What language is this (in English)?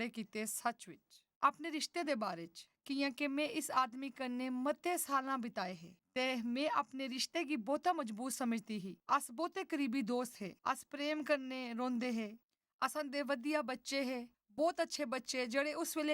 Dogri